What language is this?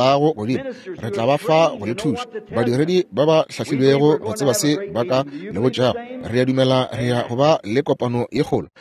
Northern Sotho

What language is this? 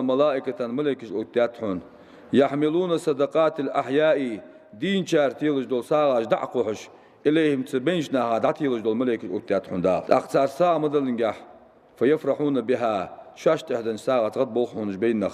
Ingush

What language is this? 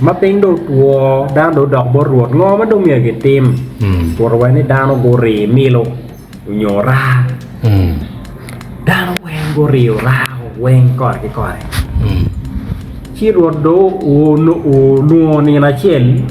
Acoli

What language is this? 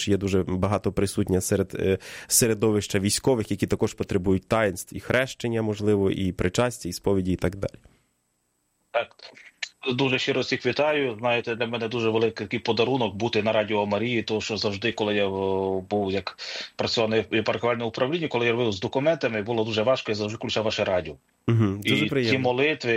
Ukrainian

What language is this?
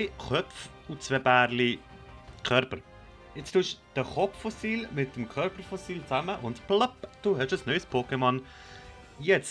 Swiss German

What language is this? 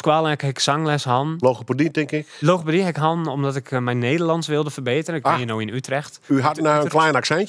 Dutch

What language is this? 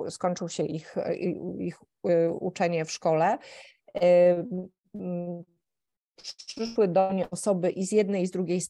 Polish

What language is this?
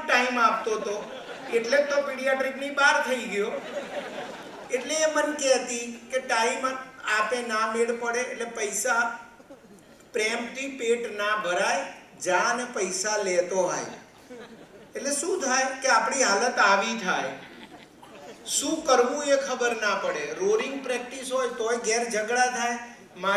Gujarati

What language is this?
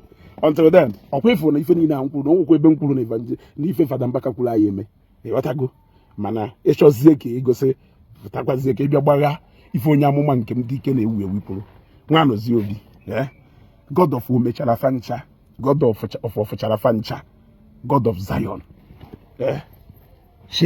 Igbo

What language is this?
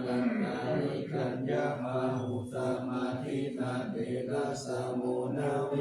Pali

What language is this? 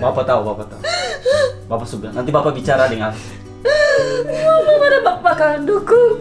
Ambonese Malay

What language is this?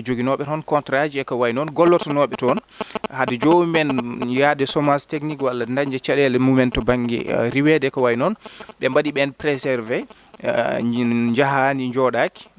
Fula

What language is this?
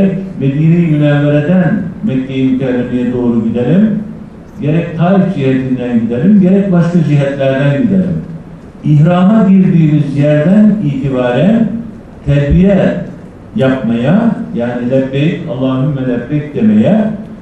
Turkish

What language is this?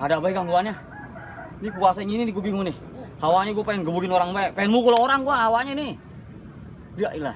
Betawi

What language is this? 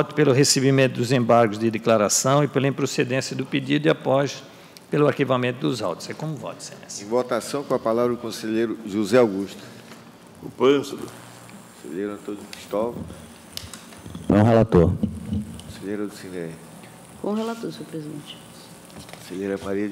Portuguese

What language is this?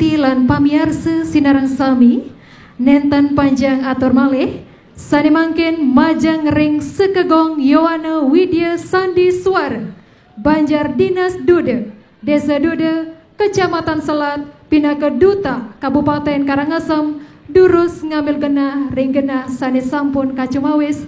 Balinese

